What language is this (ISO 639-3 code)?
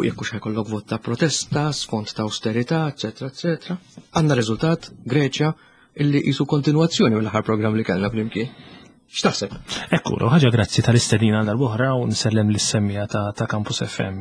mlt